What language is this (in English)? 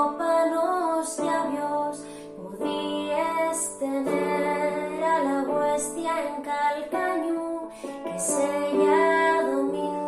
Asturian